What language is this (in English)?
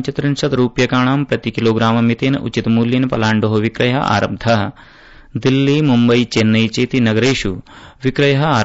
Sanskrit